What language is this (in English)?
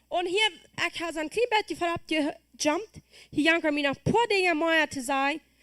Plautdietsch